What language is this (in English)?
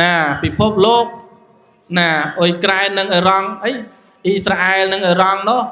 Khmer